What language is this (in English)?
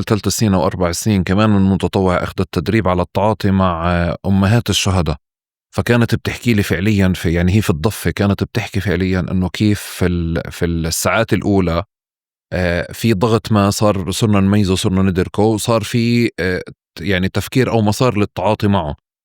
North Levantine Arabic